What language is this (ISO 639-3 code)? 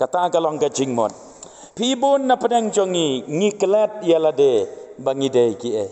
kha